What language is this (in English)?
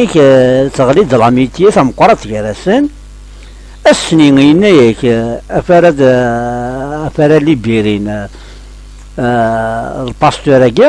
Kabyle